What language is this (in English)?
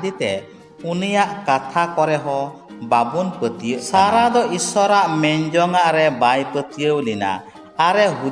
Santali